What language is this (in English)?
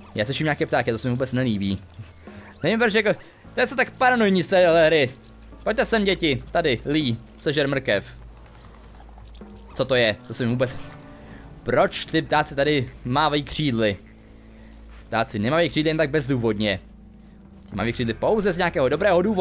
Czech